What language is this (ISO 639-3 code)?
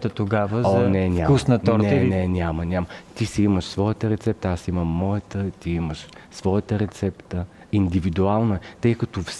bul